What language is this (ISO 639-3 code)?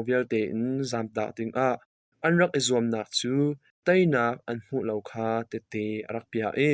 cnh